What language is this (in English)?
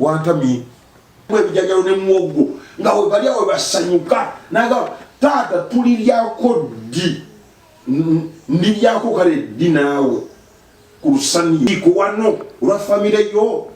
Ganda